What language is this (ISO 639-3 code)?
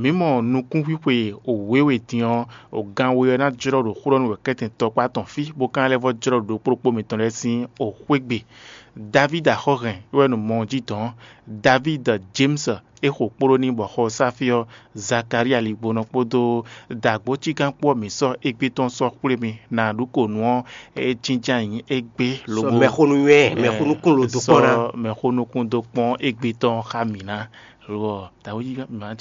fon